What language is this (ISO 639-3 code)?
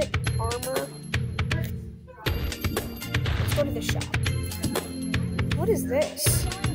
eng